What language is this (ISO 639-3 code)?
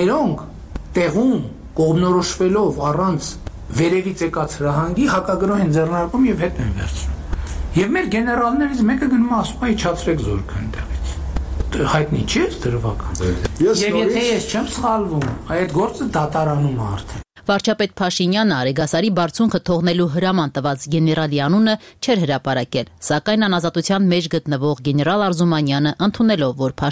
hye